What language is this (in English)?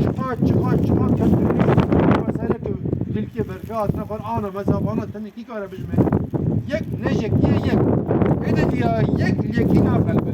Kurdish